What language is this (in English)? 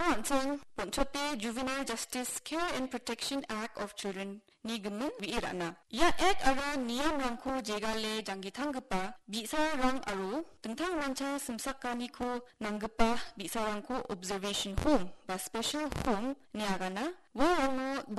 Garo